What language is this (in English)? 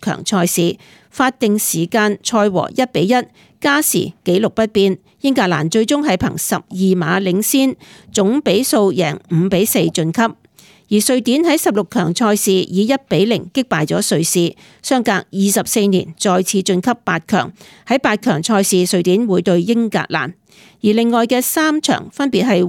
Cantonese